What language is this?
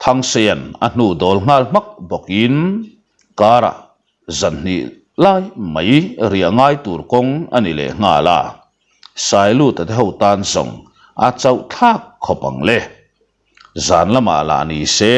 Mizo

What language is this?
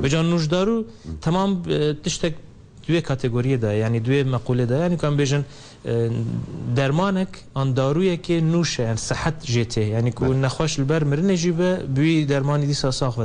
Kurdish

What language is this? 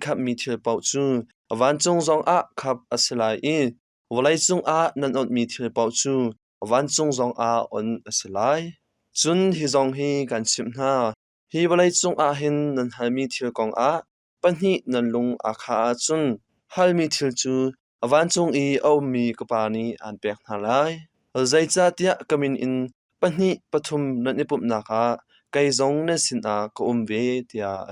Hakha Chin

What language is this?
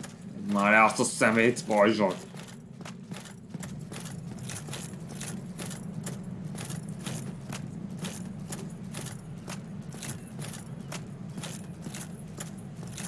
Hungarian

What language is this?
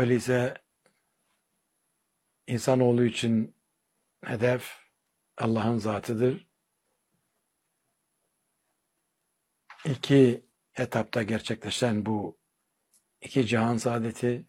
Turkish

